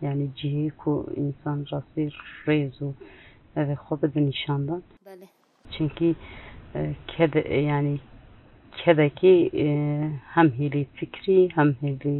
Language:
Kurdish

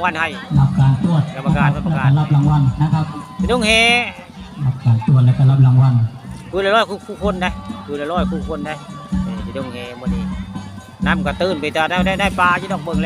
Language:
Northeastern Thai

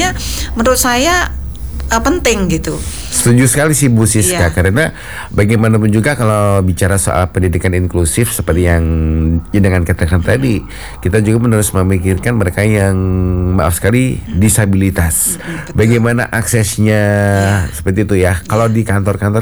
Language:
Indonesian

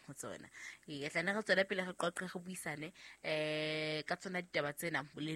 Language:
Southern Sotho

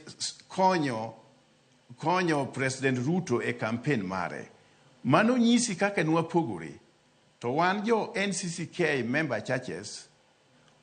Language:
Luo (Kenya and Tanzania)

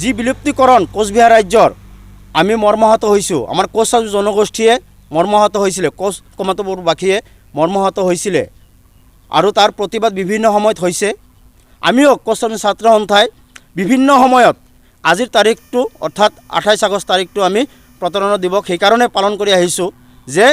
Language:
Assamese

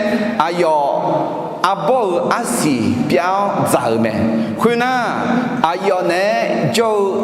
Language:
Akha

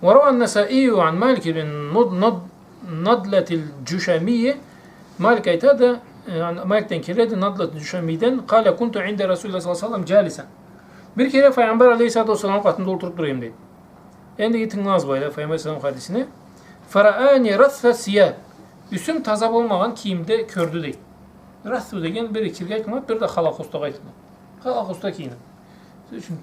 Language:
Karachay-Balkar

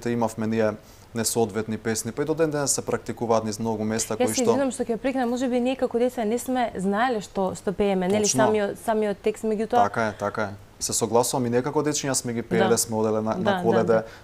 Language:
Macedonian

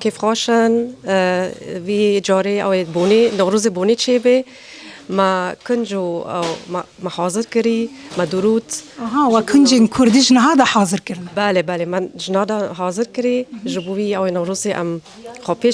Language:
Kurdish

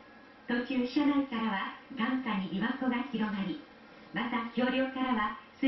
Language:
Japanese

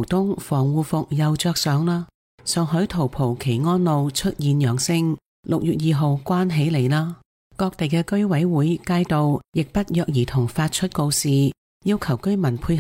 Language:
Cantonese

